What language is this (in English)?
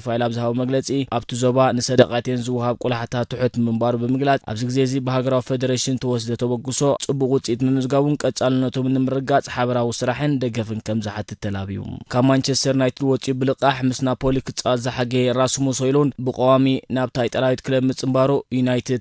Tigrinya